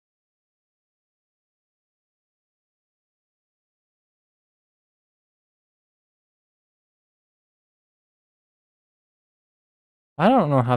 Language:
English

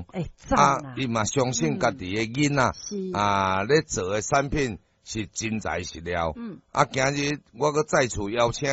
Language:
Min Nan Chinese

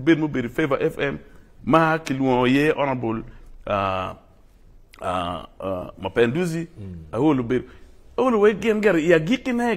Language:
Acoli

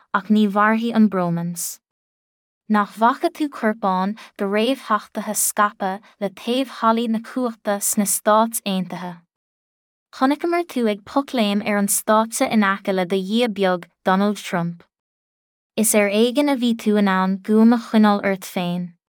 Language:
Irish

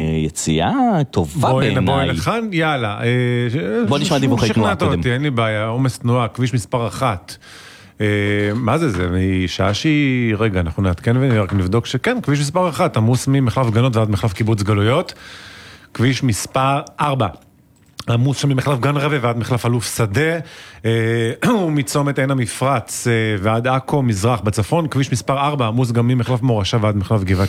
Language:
Hebrew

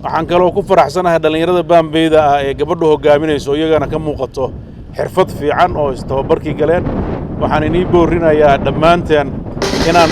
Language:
Somali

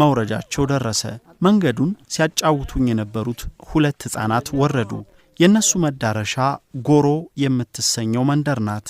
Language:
Amharic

